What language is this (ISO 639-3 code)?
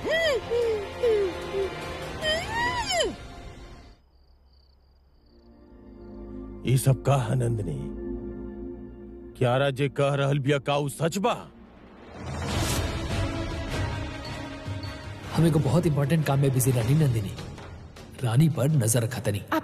bho